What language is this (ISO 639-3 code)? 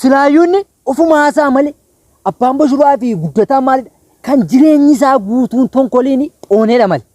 orm